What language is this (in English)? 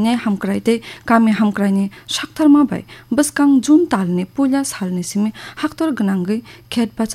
Kok Borok